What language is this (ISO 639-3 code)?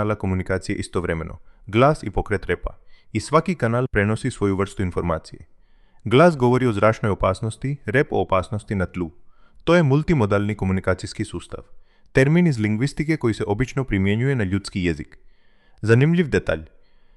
hrv